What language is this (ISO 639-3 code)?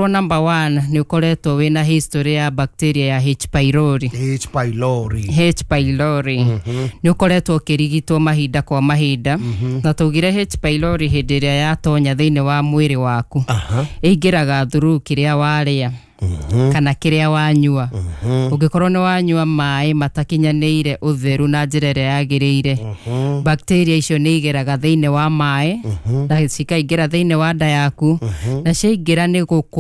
kik